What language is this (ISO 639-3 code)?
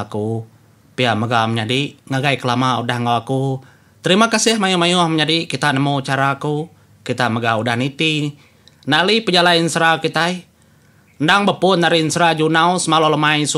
iba